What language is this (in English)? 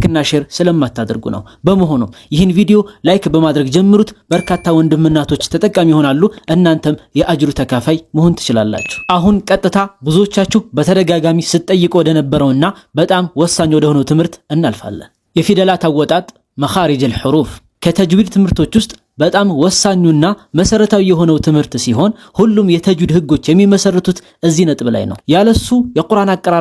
Amharic